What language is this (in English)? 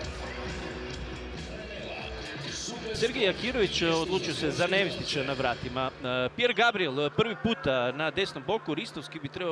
Croatian